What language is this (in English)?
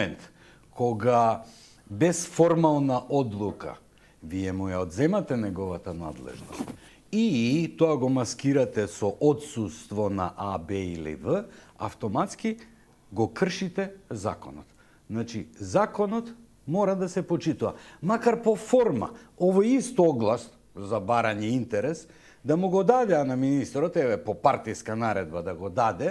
Macedonian